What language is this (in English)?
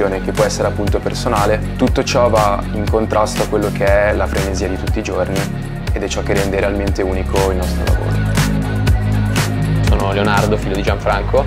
Italian